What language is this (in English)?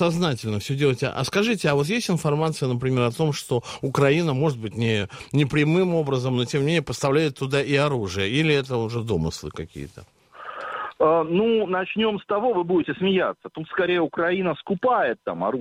Russian